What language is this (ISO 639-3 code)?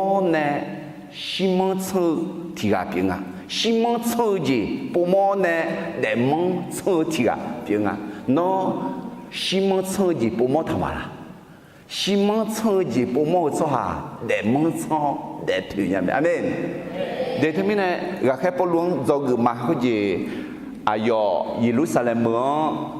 ahk